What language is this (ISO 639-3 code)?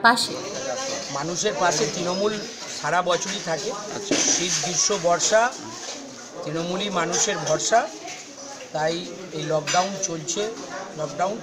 ben